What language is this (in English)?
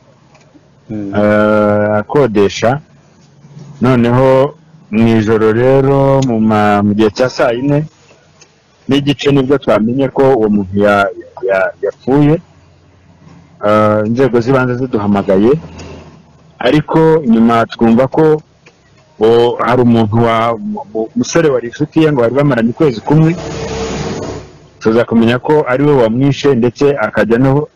Kinyarwanda